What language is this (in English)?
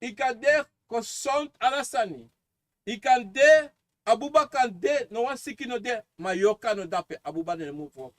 Sranan Tongo